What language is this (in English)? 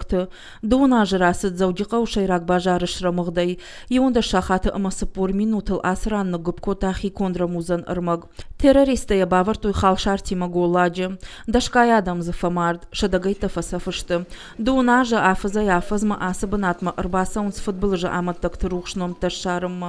Ossetic